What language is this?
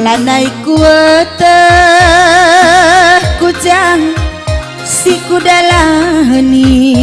Batak Karo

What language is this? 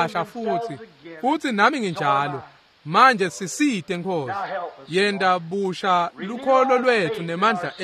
Swati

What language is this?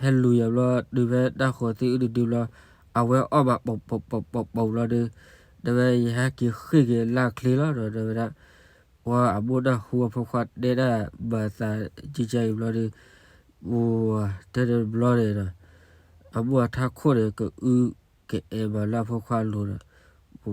S'gaw Karen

